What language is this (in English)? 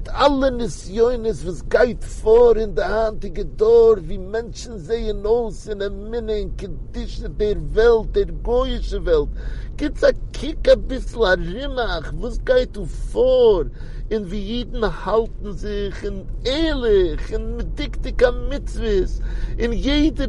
Yiddish